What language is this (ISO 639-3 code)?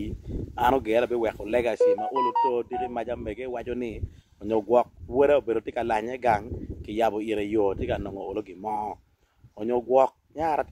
ach